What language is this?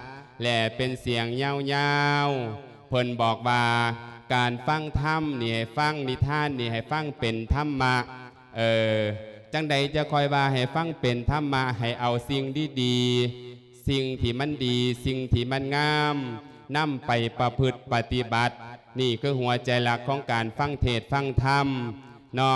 Lao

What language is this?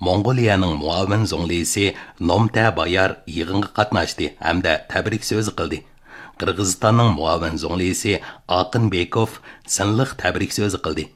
Uyghur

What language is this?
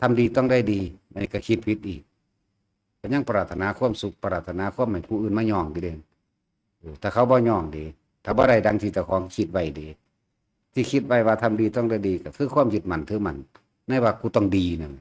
Northeastern Thai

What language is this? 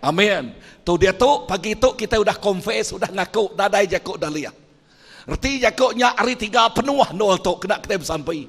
Iban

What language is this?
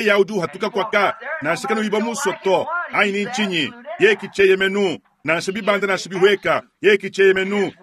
Luba-Lulua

